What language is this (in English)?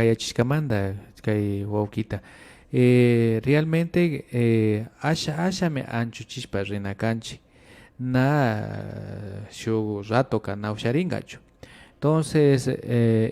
Imbabura Highland Quichua